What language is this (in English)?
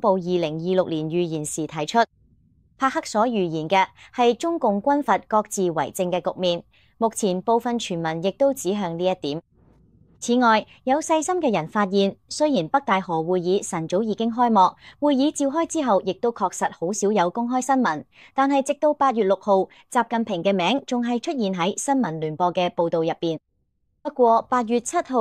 Cantonese